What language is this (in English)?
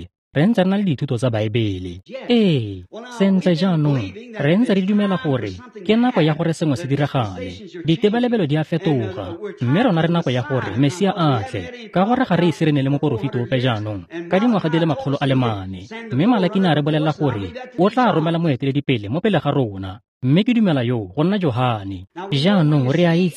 Tswana